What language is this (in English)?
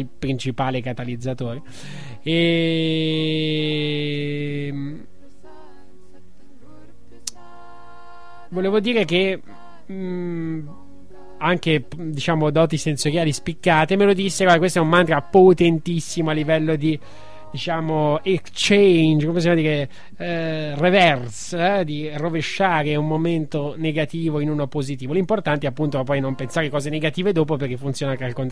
Italian